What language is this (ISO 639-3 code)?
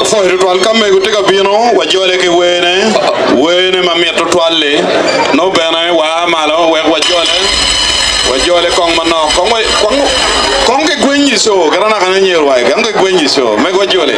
ach